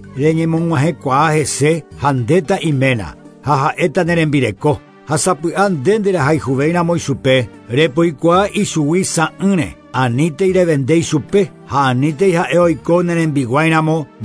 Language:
Guarani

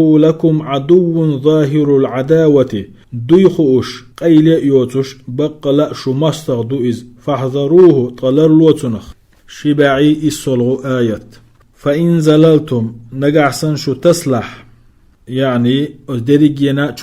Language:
Chechen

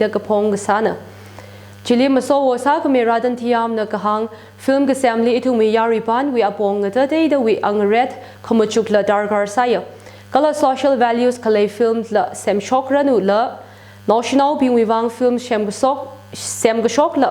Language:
Tangkhul Naga (India)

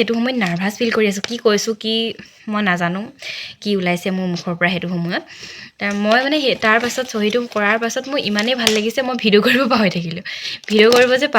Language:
Assamese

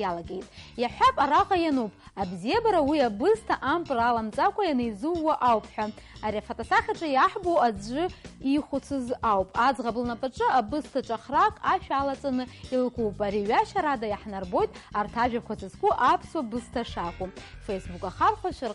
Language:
Abkhazian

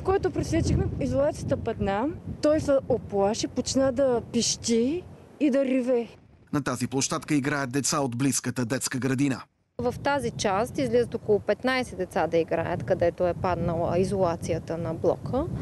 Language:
Bulgarian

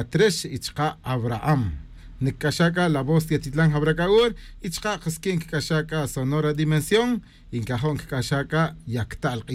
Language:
Tz'utujil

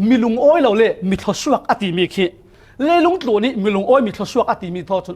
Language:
Falam Chin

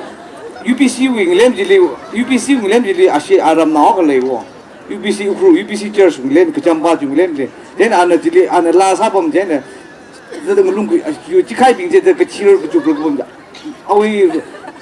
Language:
Tangkhul Naga (India)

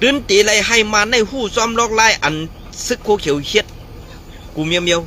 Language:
Shan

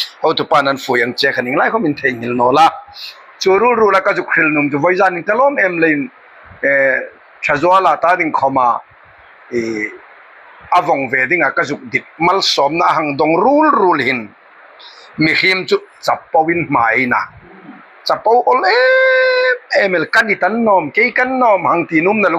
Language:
Hmar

